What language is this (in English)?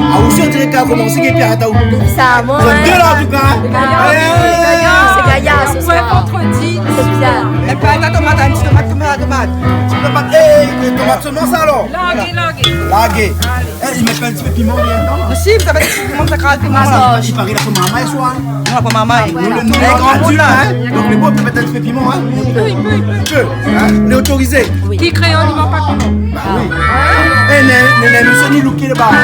Réunion Creole French